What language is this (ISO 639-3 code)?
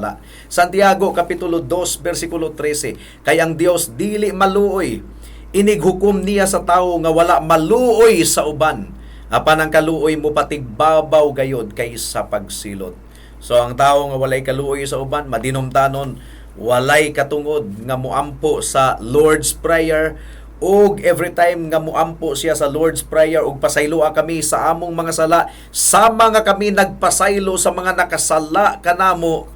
ceb